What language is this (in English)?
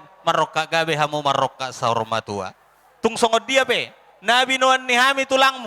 Batak Toba